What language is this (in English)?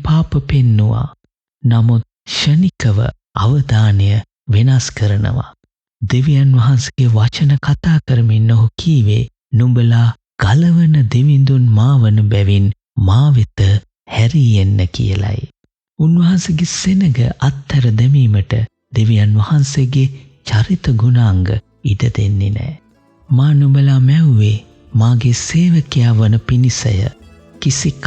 Sinhala